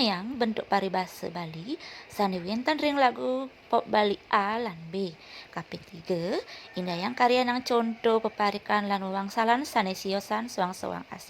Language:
Balinese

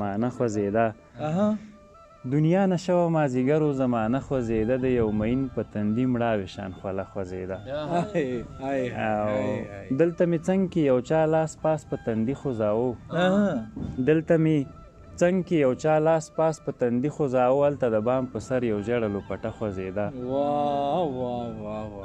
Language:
Pashto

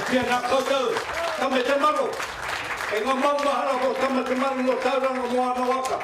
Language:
Māori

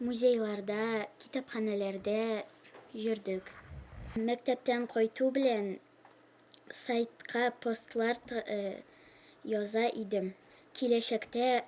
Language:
Tatar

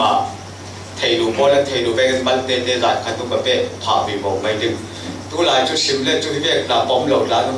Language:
Falam Chin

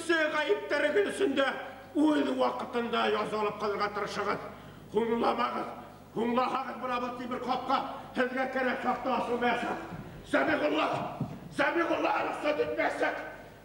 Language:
Bashkir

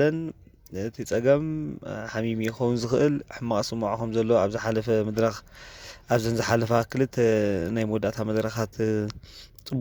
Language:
Tigrinya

